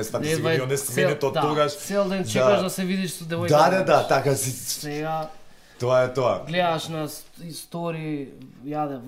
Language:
Macedonian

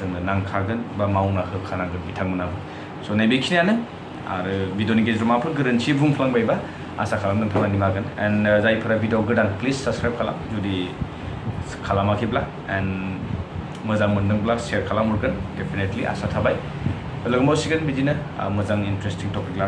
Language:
Bodo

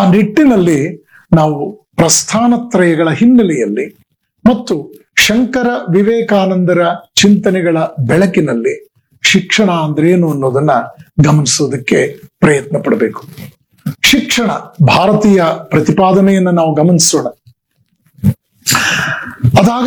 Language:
Kannada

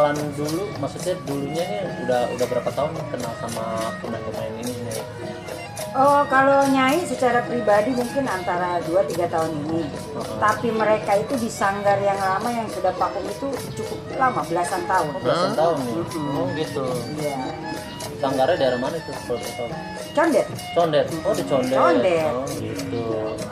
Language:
Betawi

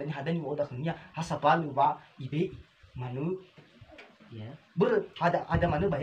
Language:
Nias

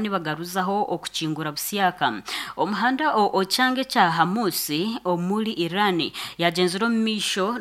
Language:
Nyankole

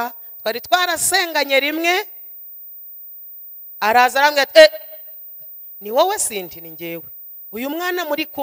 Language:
Kinyarwanda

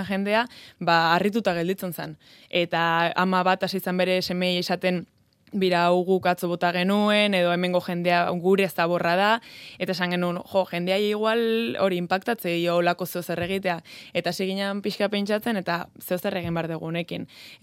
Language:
Basque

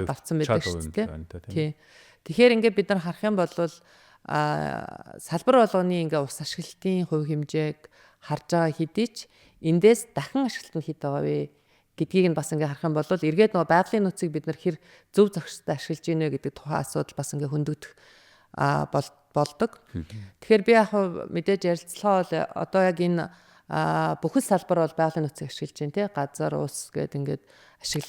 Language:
Mongolian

